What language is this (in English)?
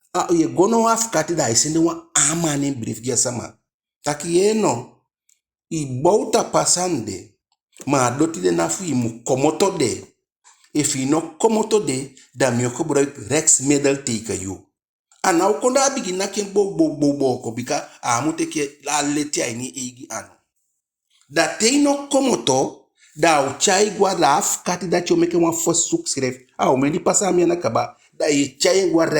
Eastern Maroon Creole